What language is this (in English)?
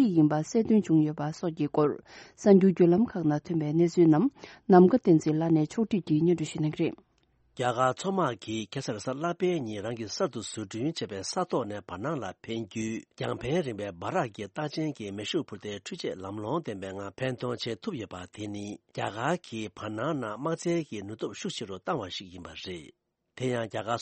Tibetan